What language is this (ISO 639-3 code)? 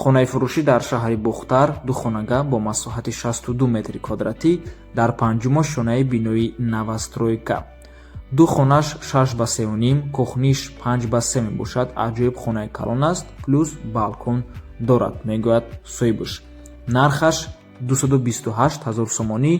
tgk